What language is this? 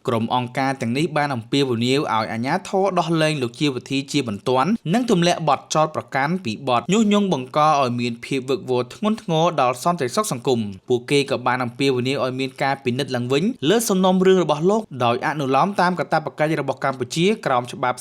Khmer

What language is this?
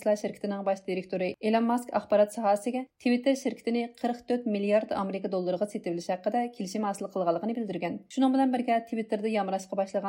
Uyghur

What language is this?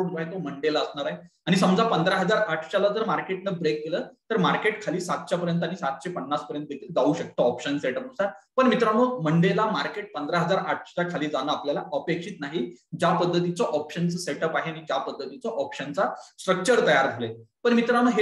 Marathi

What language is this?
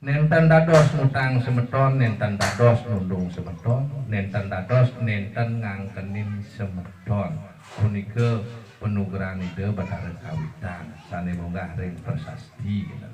Balinese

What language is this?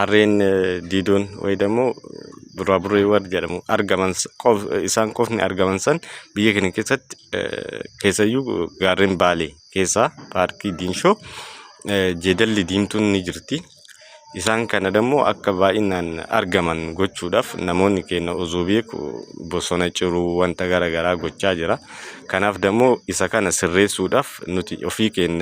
Oromo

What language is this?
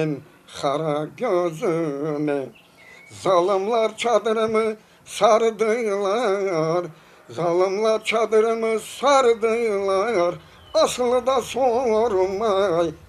Crimean Tatar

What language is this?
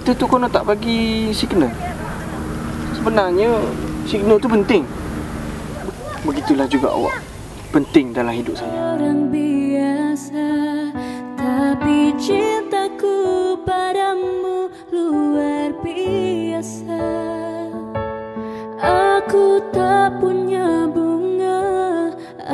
Malay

